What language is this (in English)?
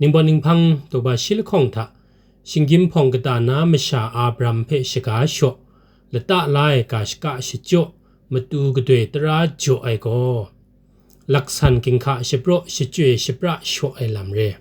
Kachin